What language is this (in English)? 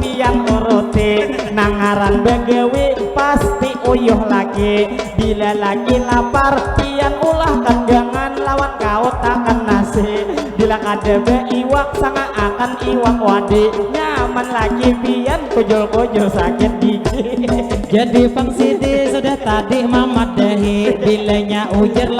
Banjar